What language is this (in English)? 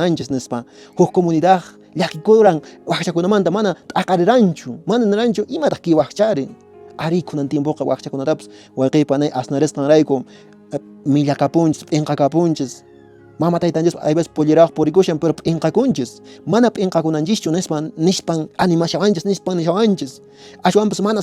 Quechua